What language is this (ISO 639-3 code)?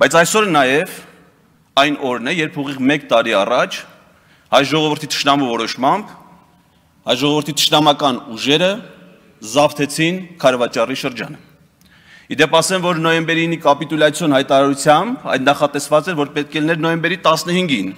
hye